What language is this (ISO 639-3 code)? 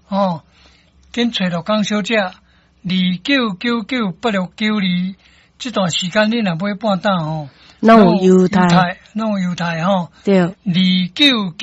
nan